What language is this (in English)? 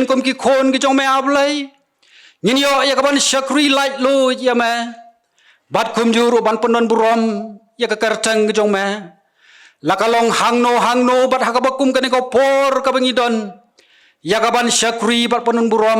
Khasi